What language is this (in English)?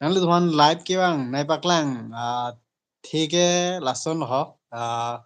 Karbi